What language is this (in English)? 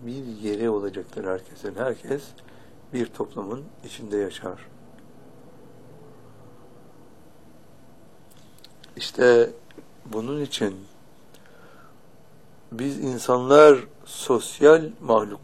Turkish